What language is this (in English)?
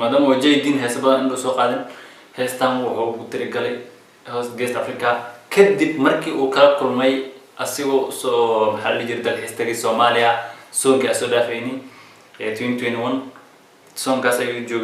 Somali